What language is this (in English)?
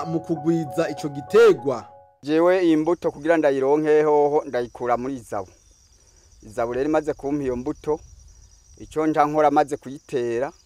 Rundi